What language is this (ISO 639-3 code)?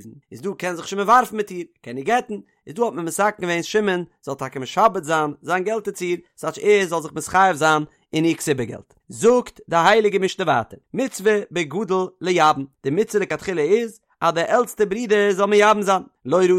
yid